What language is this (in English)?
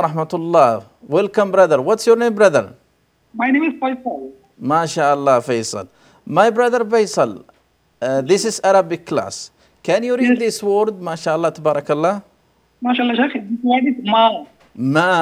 English